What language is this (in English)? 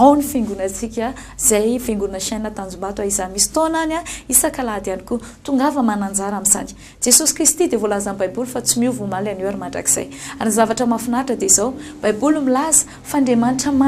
Malagasy